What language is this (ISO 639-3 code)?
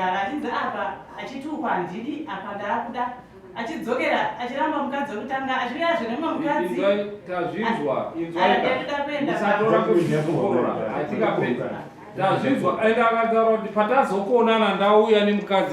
sna